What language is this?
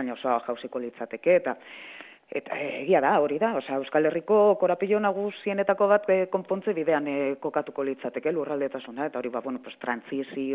Basque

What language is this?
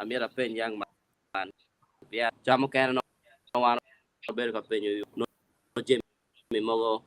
Acoli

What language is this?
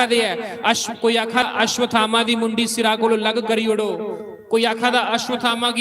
Dogri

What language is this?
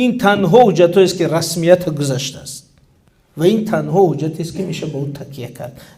Tajik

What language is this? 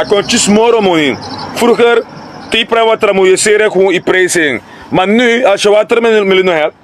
Sranan Tongo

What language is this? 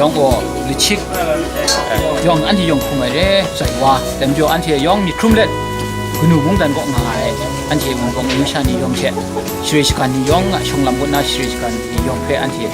Kachin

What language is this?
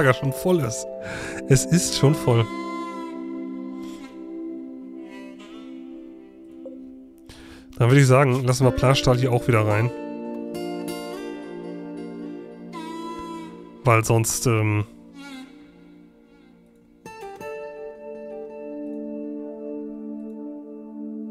German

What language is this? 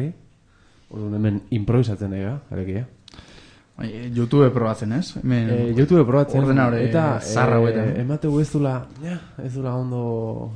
Basque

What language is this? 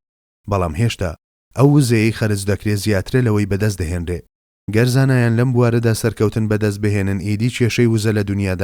Central Kurdish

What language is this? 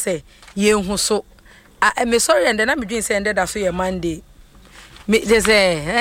Akan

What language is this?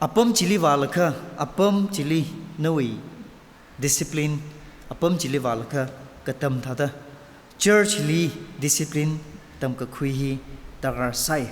Tangkhul Naga (India)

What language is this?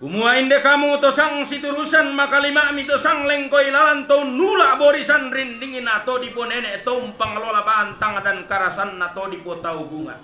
Toraja-Sa'dan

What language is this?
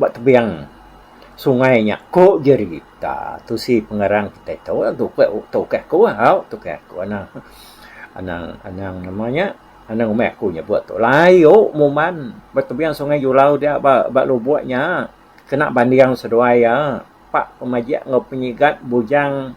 Iban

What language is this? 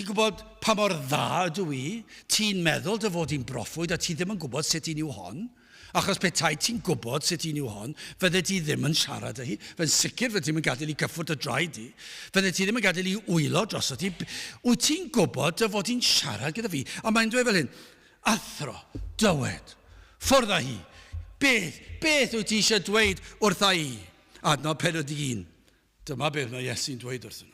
Welsh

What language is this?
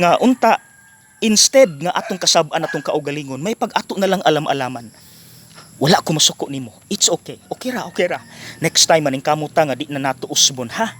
Cebuano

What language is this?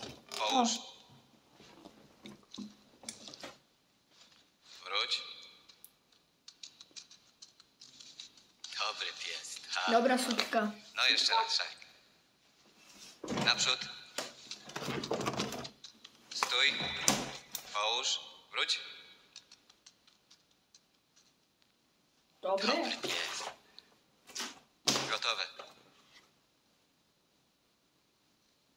Polish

